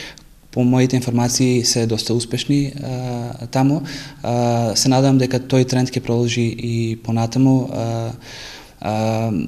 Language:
Macedonian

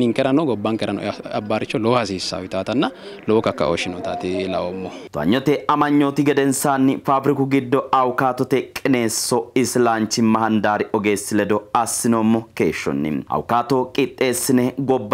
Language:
Sidamo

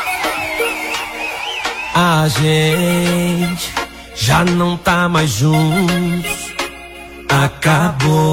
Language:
Portuguese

